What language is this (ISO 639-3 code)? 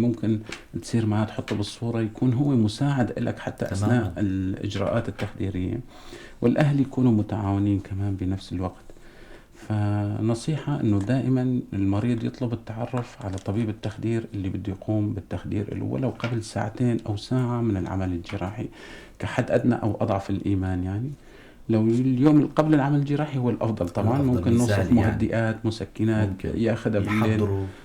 apc